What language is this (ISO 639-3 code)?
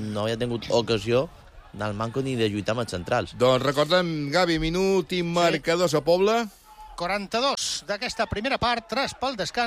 cat